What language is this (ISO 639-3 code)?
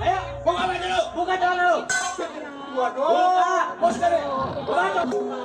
bew